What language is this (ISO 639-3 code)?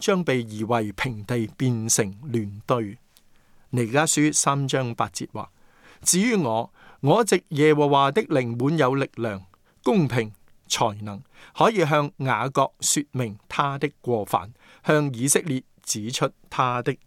yue